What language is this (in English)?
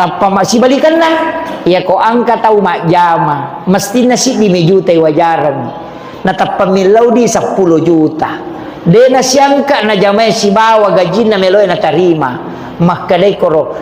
Buginese